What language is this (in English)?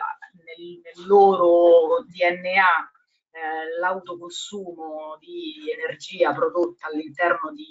Italian